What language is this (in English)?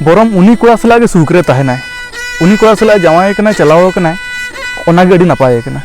Santali